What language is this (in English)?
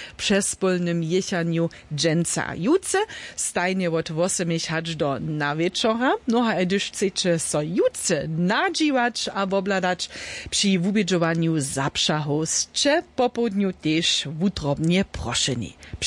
Upper Sorbian